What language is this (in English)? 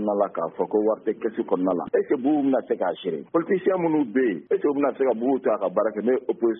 Bambara